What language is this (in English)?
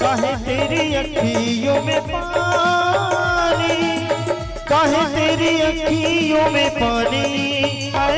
Chhattisgarhi